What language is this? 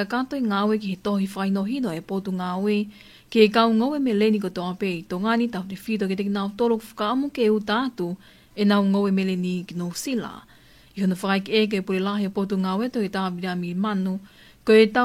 Tongan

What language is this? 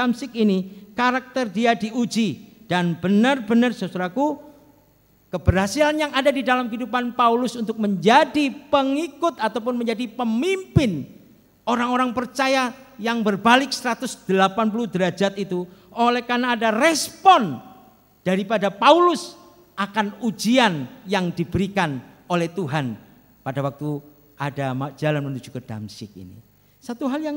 Indonesian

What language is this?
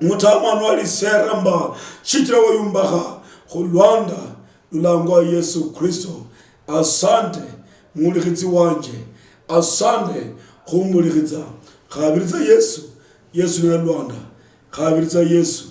Luyia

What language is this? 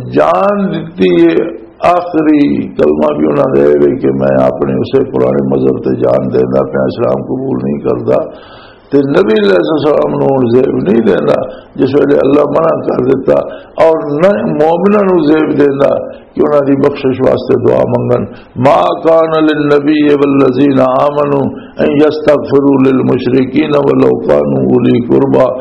Western Panjabi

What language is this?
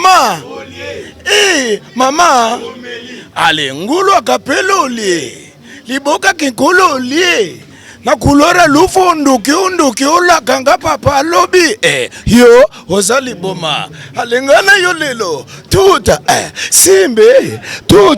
Lingala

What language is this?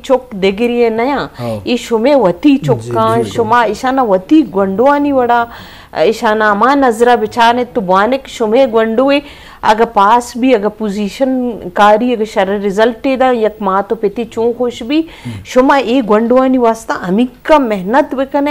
Eastern Balochi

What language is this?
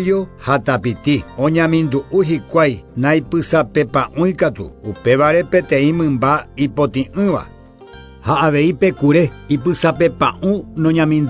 Guarani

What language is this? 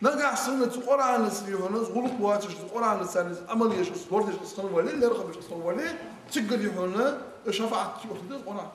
Ingush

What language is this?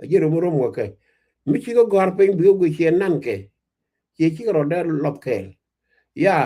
Nuer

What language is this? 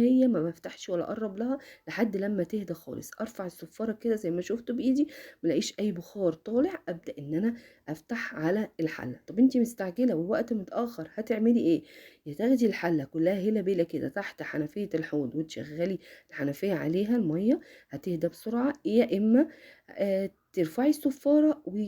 Egyptian Arabic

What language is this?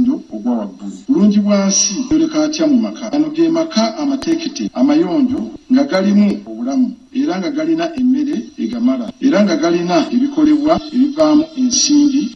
Ganda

